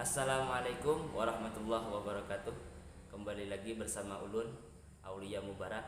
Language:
Banjar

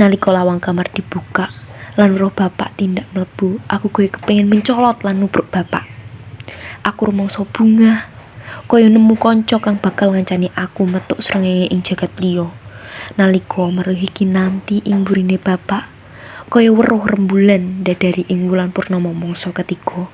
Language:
Javanese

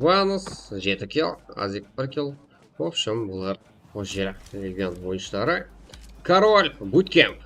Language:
Kara-Kalpak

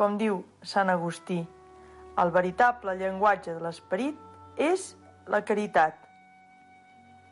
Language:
Catalan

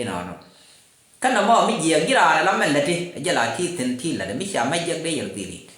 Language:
Nuer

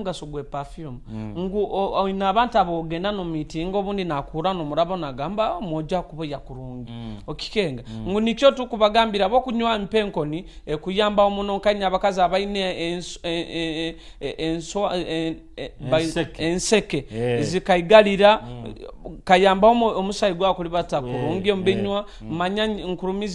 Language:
Nyoro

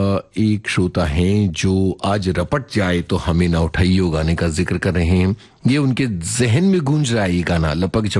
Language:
Hindi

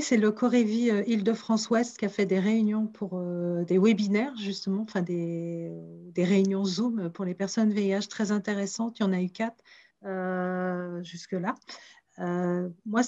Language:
French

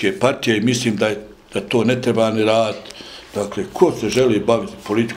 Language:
Bosnian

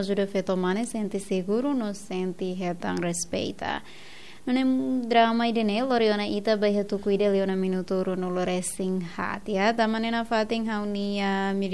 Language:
Tetum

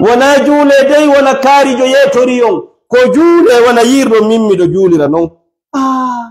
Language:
Fula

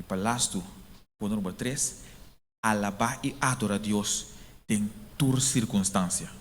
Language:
Papiamento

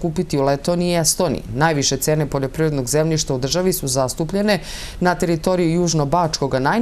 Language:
Serbian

